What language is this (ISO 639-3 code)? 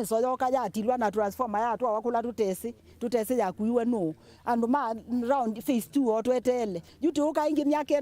kam